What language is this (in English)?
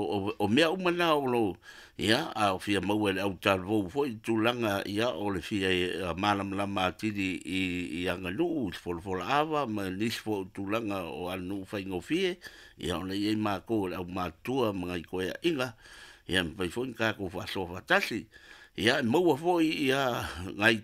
Samoan